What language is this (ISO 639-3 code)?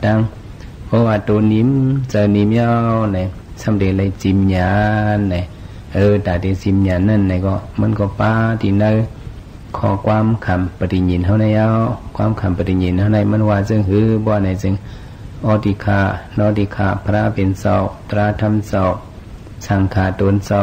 shn